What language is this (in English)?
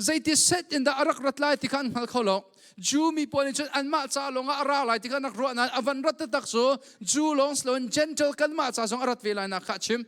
Hakha Chin